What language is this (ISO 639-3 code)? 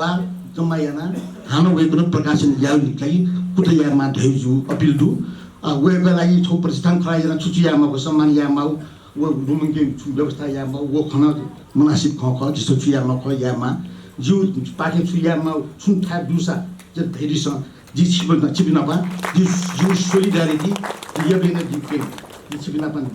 new